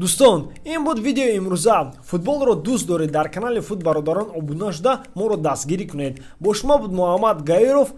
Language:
Tajik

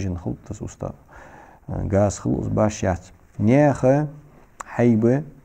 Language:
Ingush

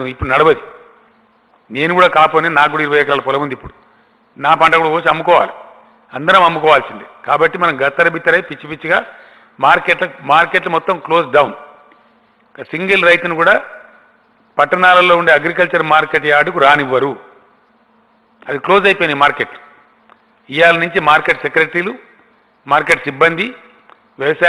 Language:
Telugu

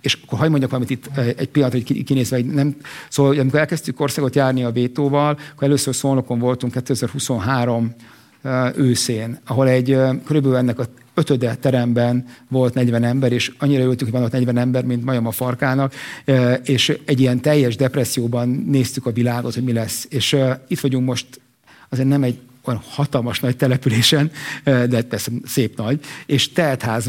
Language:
Hungarian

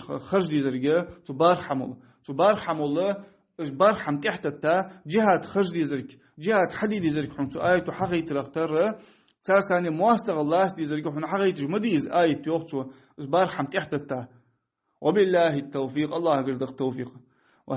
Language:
Ingush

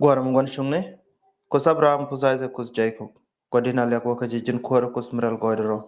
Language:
Nuer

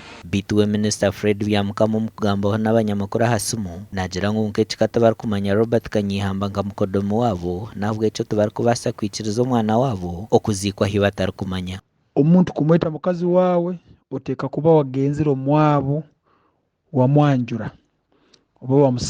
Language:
Nyankole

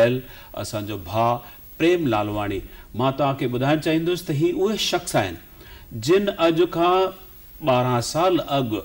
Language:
Sindhi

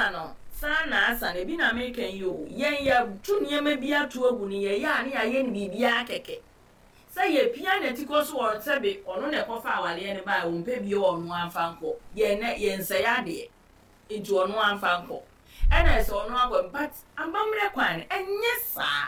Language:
Akan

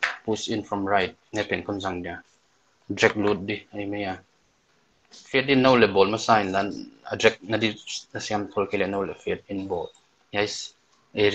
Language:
Paite Chin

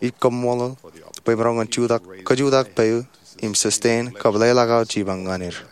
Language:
Marshallese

